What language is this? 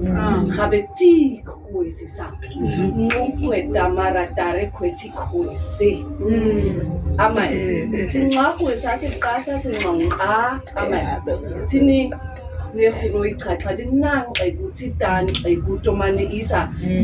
Nama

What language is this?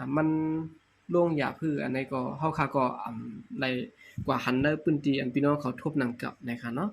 Shan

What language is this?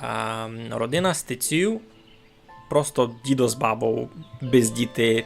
Rusyn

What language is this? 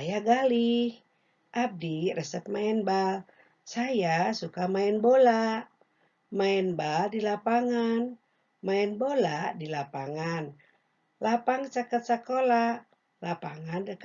Sundanese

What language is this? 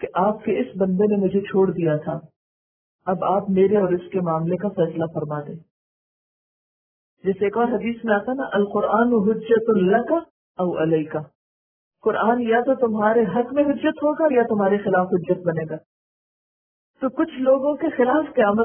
Urdu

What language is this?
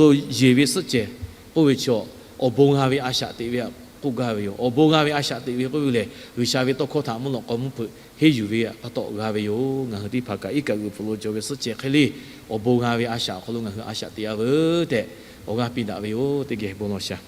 Lahu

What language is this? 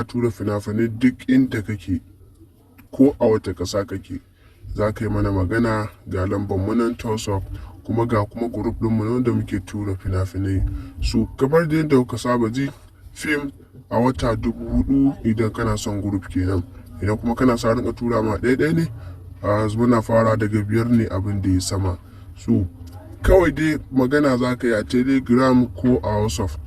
Hausa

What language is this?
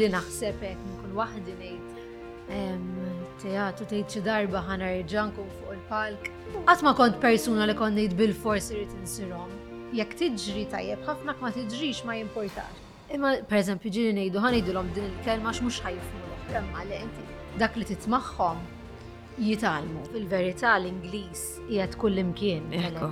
Maltese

